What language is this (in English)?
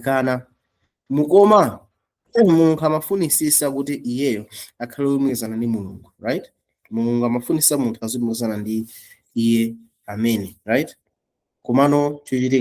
Nyanja